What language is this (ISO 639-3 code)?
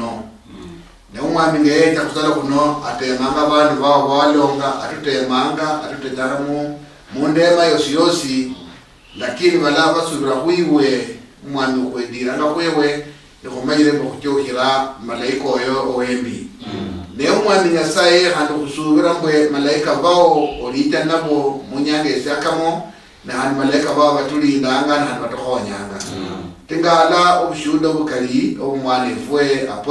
luy